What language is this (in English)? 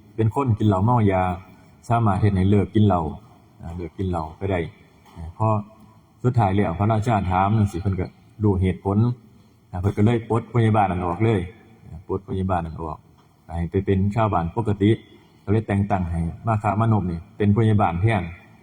Northeastern Thai